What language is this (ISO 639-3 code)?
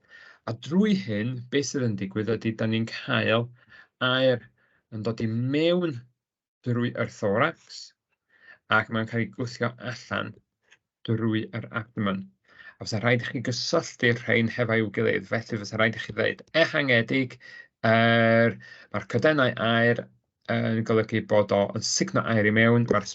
cym